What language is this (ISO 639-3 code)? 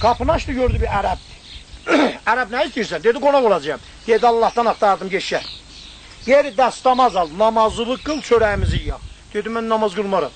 azb